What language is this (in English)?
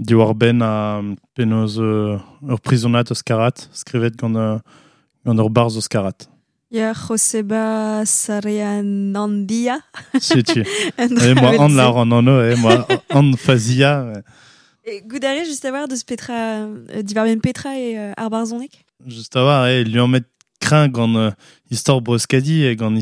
Breton